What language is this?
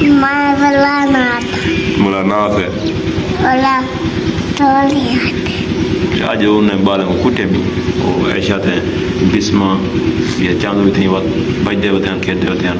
Saraiki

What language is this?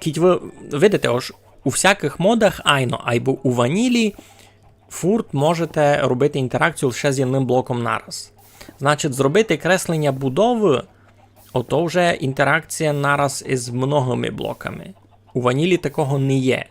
Rusyn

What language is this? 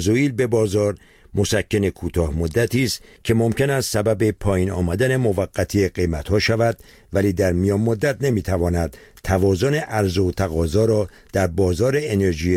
Persian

